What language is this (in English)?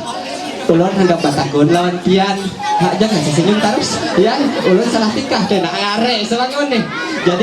Ma'anyan